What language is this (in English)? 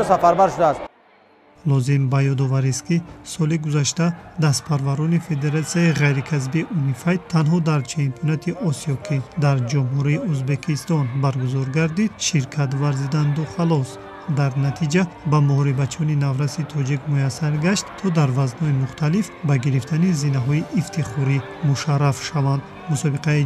Tajik